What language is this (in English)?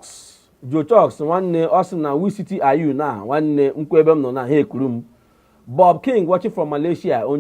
Igbo